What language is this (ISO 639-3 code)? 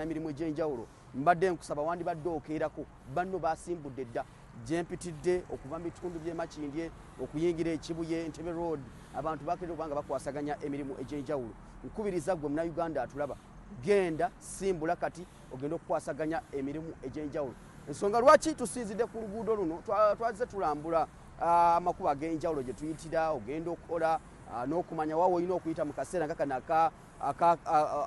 lug